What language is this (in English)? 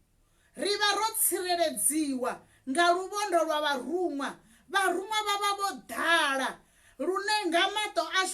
Venda